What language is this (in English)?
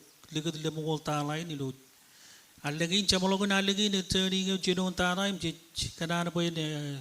Marshallese